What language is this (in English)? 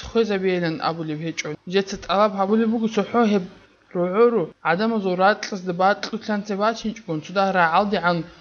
Avaric